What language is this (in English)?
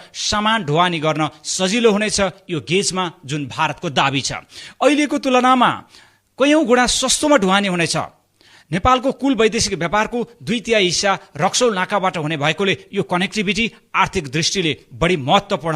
Nepali